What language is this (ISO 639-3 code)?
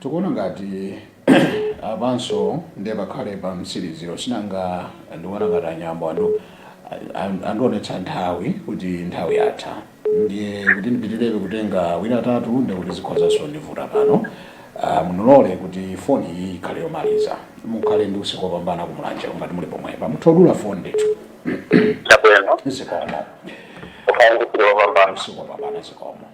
nya